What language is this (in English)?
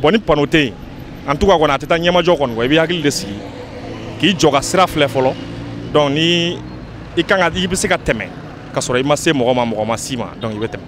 Bambara